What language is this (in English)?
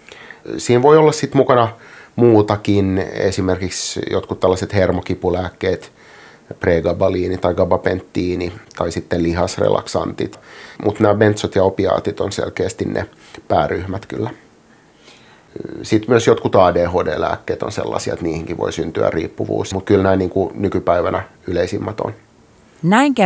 Finnish